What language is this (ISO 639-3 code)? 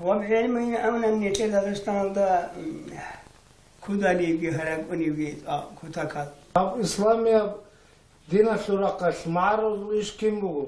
ava